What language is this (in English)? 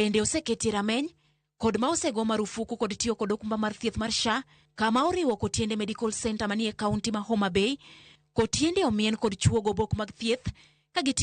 Luo (Kenya and Tanzania)